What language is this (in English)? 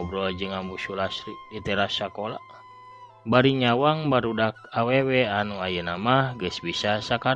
Sundanese